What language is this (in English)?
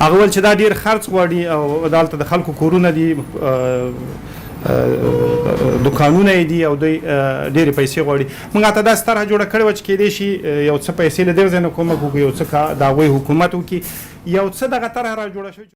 Pashto